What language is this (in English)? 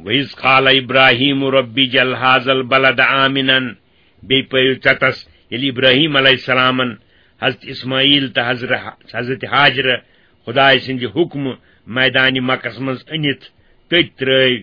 Kashmiri